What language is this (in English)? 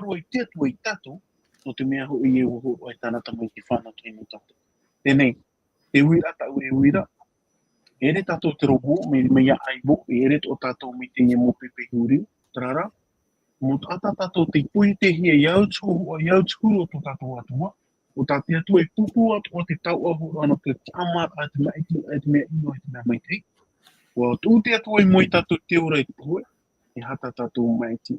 Tahitian